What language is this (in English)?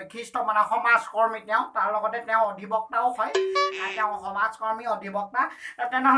Assamese